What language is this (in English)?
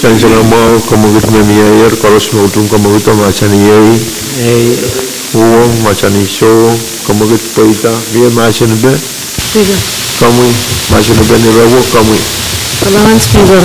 Pohnpeian